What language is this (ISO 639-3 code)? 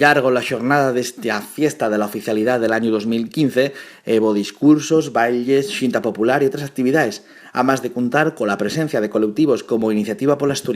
ast